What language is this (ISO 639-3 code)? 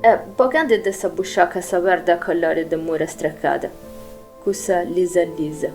srd